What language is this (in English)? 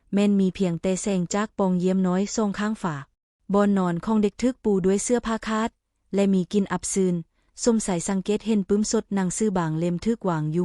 Lao